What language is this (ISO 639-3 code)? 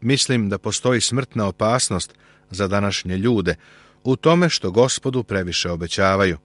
srp